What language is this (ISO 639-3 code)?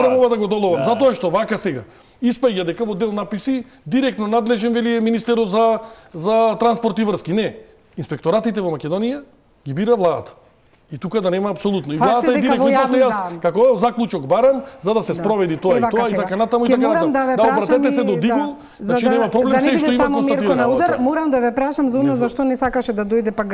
mkd